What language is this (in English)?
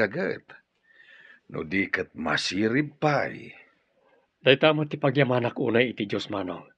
Iloko